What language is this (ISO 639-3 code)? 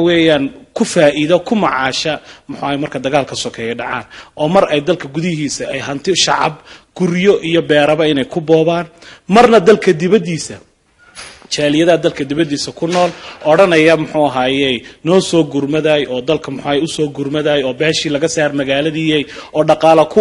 som